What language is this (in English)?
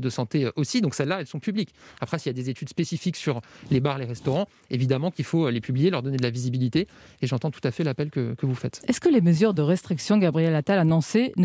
French